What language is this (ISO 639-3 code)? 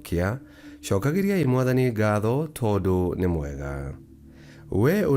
kik